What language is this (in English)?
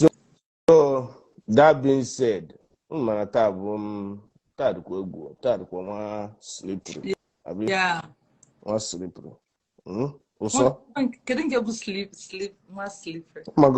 Igbo